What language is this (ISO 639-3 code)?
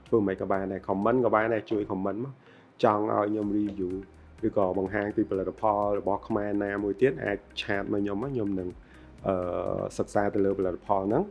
khm